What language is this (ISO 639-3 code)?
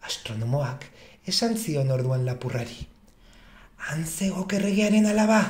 eus